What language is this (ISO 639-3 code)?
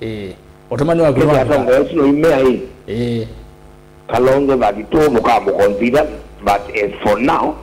kam